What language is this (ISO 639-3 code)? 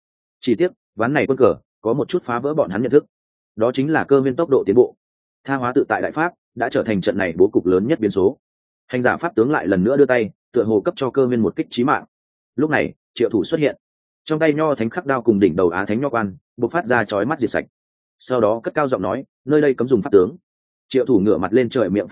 vie